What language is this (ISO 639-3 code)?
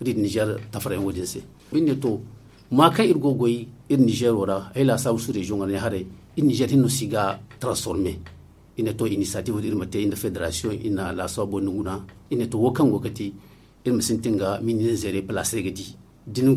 dje